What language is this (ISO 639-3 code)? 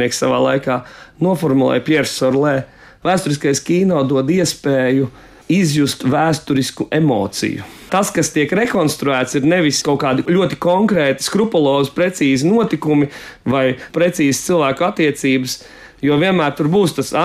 lav